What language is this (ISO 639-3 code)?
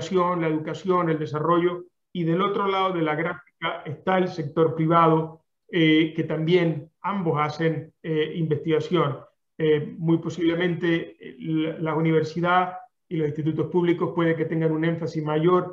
spa